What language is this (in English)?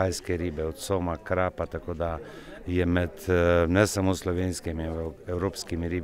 Slovenian